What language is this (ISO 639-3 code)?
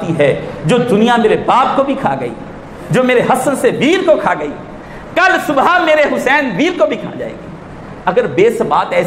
urd